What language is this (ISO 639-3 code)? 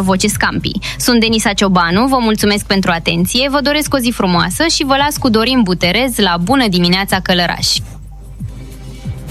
ron